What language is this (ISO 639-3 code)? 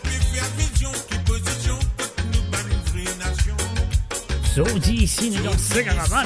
mfe